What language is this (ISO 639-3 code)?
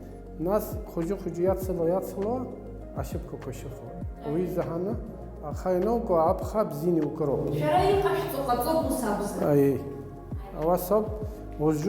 abk